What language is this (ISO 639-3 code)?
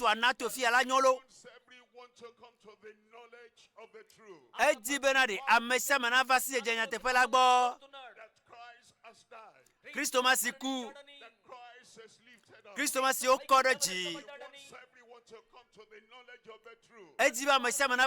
ewe